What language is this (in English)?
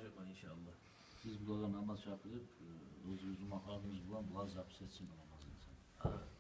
Kumyk